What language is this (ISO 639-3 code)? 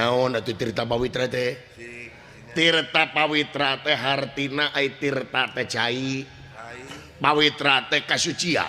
sun